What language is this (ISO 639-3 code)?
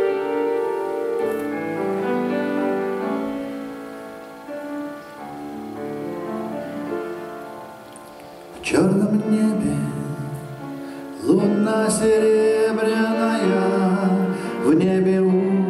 rus